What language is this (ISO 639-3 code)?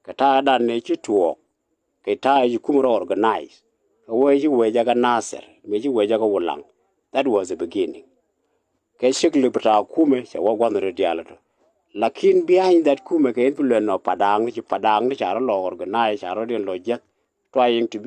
nus